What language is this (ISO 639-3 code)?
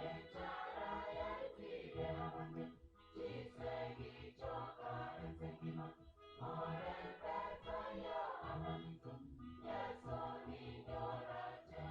guz